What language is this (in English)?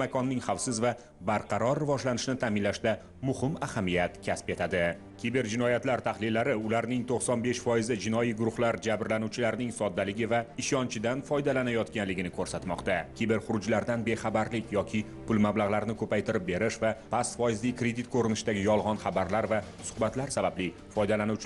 Uzbek